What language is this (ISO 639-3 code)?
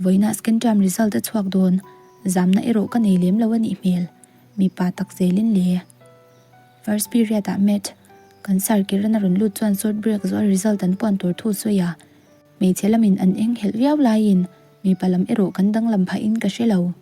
lus